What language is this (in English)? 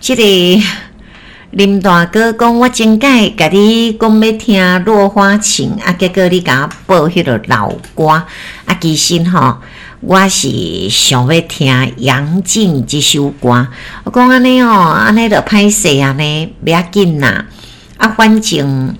Min Nan Chinese